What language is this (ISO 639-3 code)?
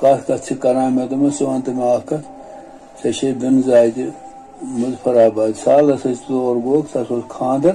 kas